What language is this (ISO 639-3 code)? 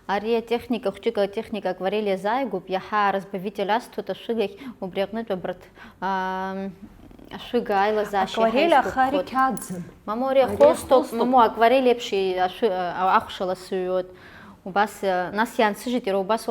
abk